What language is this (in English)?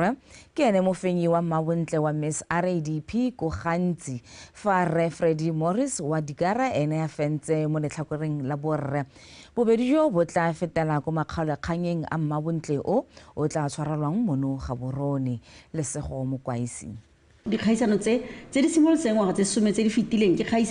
Tswana